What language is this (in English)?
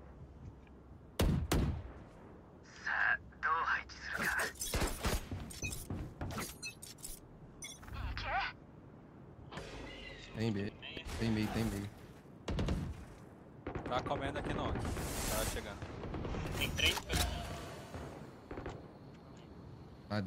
Portuguese